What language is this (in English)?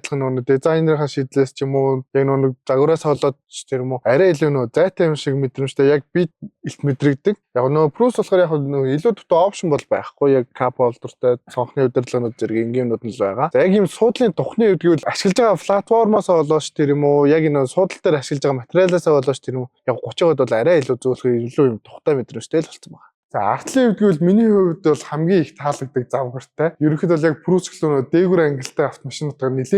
Mongolian